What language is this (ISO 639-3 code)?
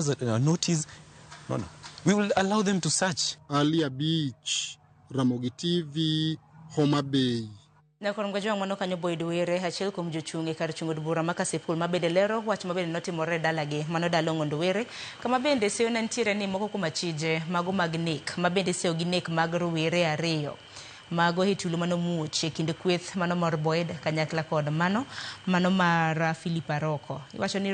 luo